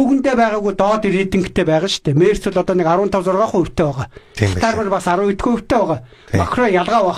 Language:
Mongolian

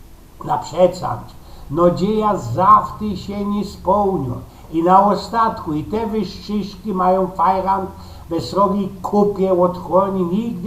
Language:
Silesian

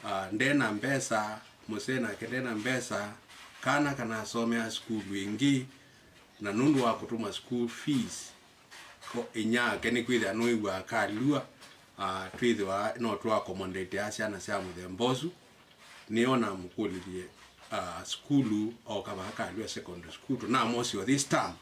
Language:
Kamba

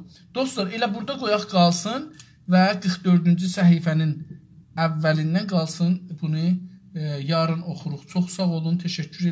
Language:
South Azerbaijani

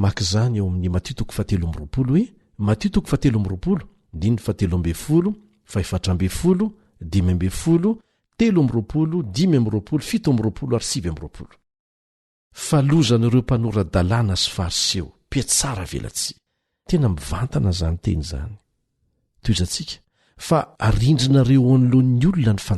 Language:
Malagasy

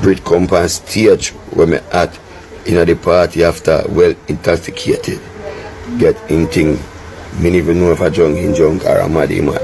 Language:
Jamaican Creole English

